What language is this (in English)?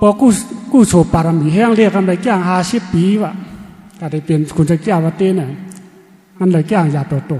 Shan